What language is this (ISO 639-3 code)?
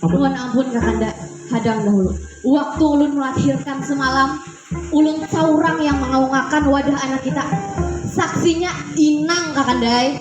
bjn